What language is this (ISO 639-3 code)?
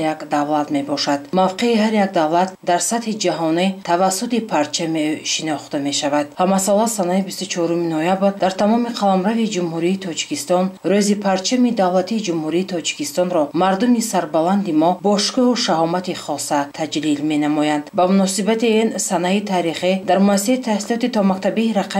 tgk